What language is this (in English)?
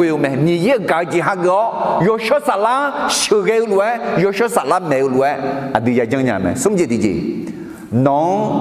Akha